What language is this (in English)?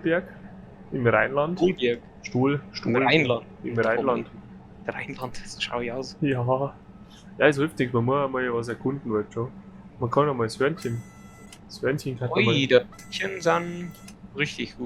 Bavarian